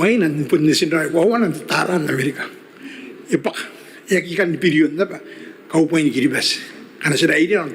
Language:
Gilbertese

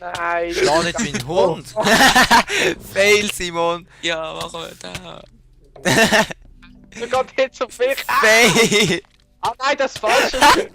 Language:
Swiss German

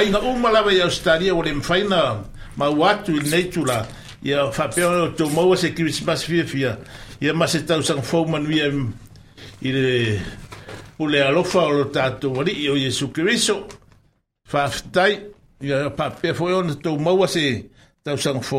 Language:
Samoan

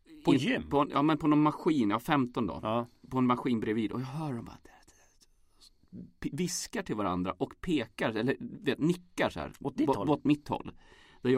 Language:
Swedish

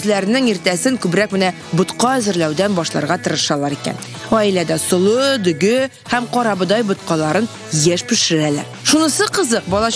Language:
Tatar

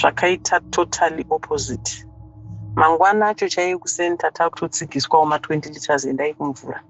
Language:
Shona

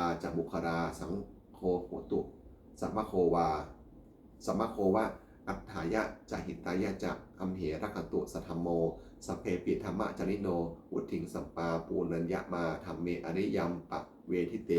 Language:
Pali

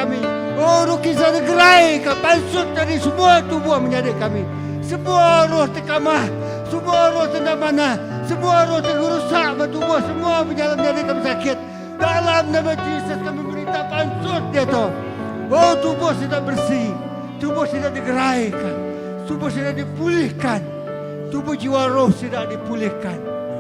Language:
Iban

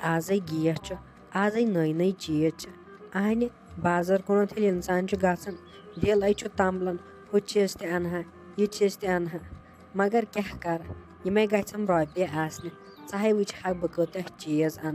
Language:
Kashmiri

